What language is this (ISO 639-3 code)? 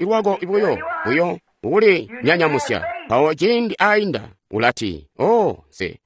toi